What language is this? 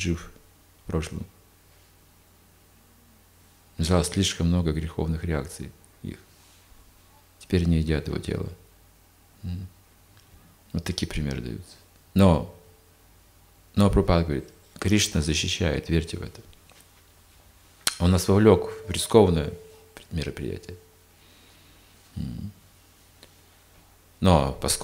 Russian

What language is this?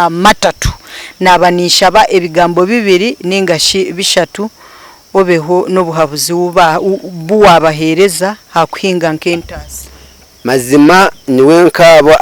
Nyankole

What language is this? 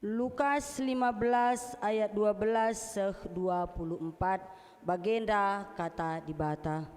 Batak Karo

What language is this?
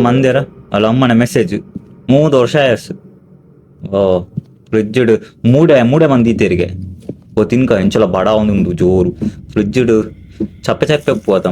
Tulu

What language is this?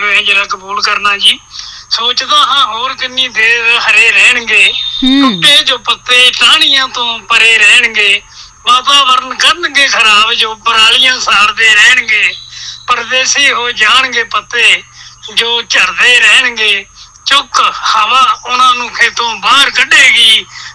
Punjabi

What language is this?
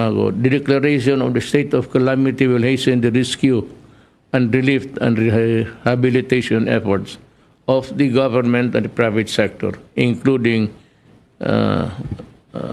Hiligaynon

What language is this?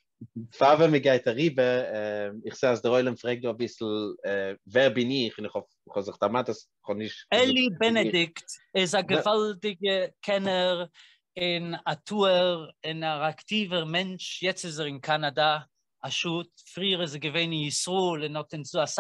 Yiddish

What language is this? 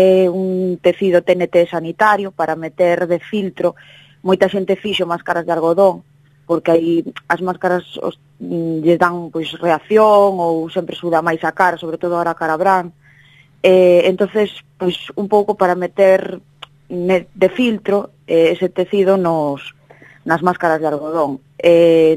Galician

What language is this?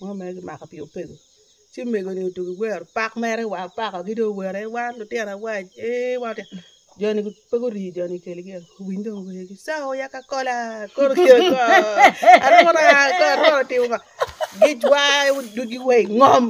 Acoli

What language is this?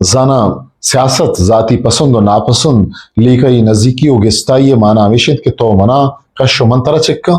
Eastern Balochi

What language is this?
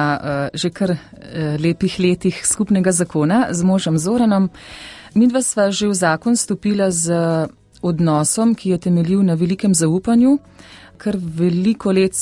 Slovenian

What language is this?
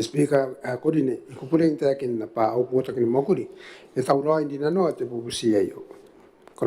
Gilbertese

